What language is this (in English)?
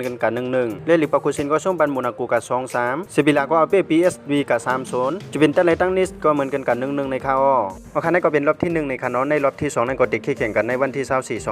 Shan